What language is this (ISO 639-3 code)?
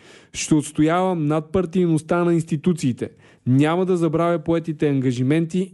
bul